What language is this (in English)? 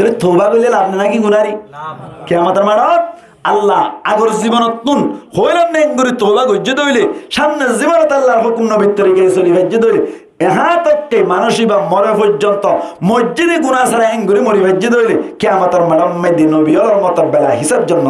Rohingya